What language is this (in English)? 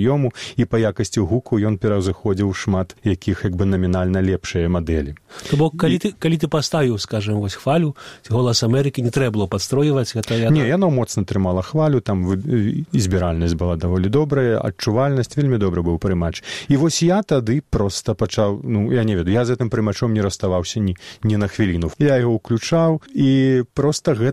Belarusian